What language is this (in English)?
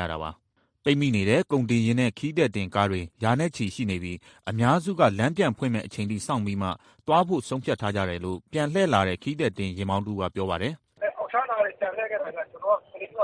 Burmese